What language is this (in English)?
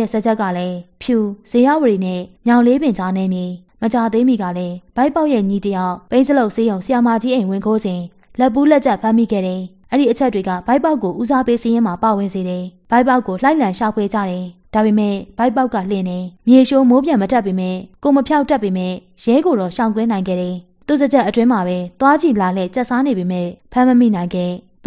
Burmese